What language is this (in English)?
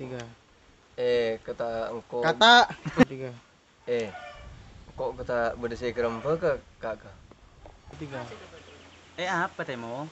Madurese